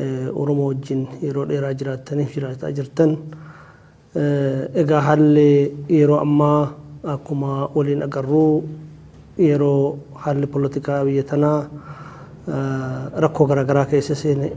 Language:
Oromo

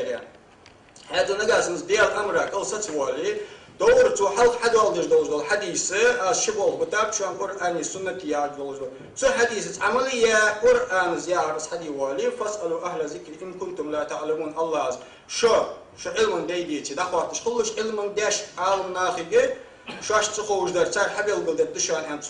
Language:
Ingush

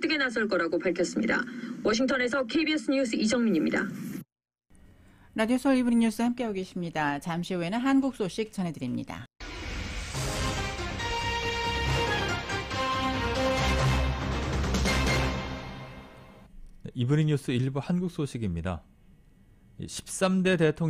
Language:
Korean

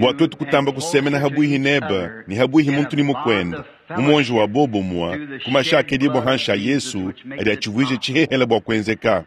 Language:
Luba-Lulua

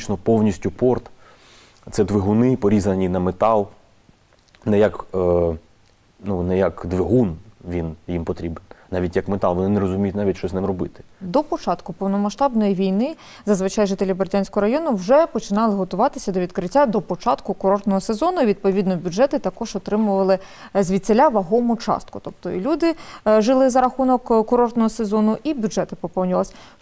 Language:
Ukrainian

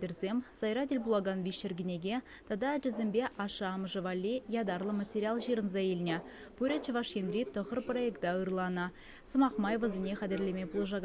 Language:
Chuvash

